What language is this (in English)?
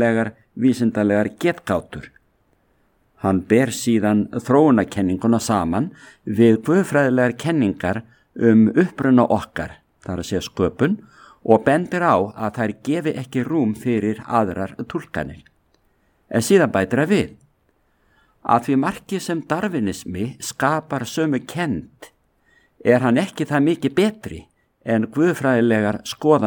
Icelandic